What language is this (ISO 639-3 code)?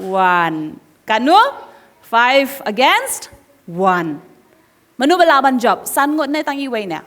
kha